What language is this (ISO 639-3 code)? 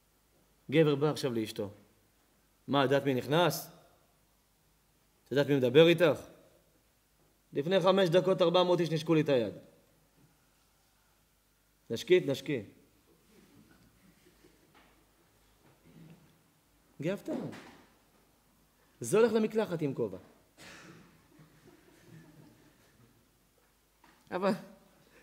heb